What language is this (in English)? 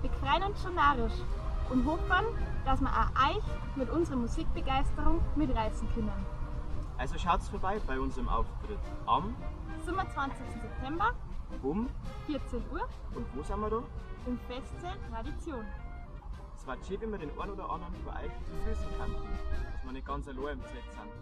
Bavarian